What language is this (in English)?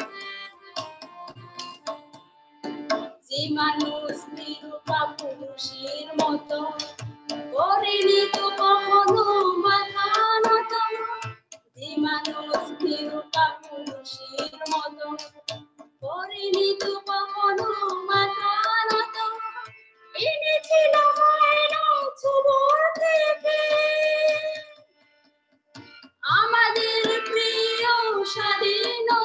Bangla